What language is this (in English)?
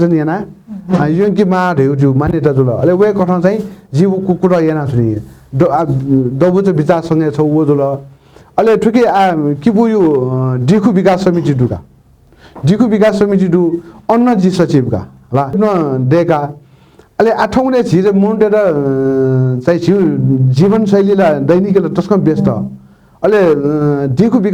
Newari